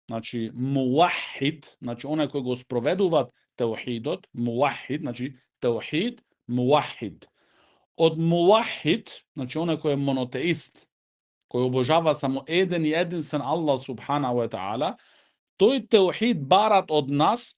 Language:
Macedonian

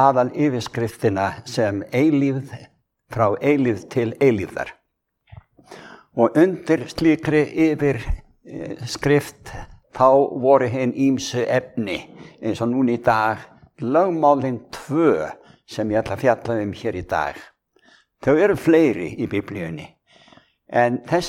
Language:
Icelandic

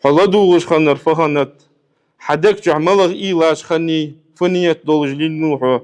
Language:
Ingush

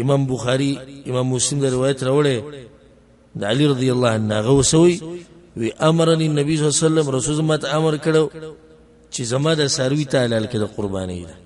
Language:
Pashto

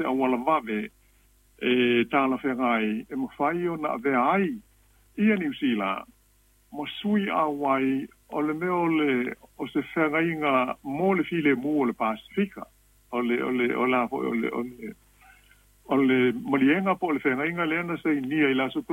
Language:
Samoan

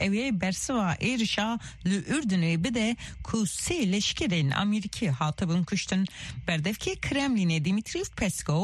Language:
Kurdish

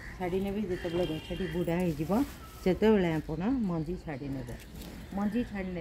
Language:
Odia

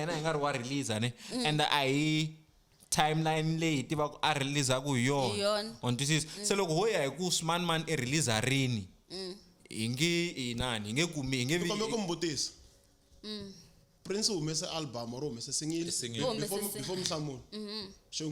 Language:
Tsonga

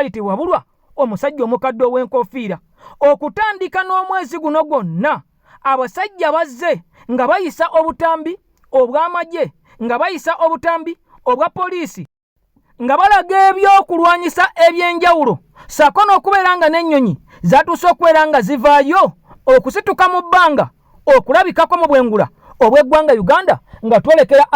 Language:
Ganda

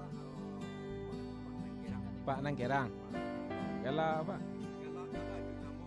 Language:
Minangkabau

